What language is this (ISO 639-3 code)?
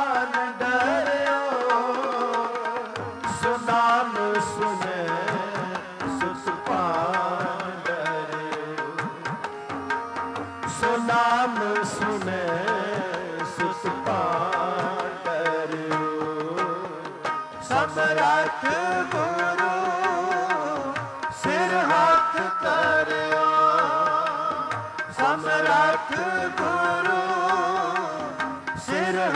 pan